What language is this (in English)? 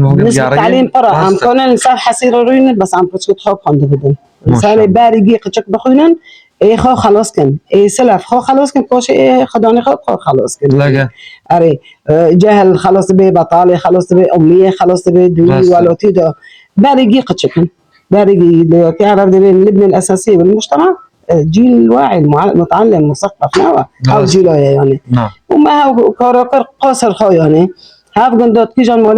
Kurdish